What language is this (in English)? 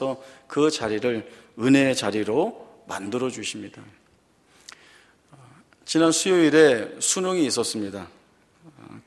Korean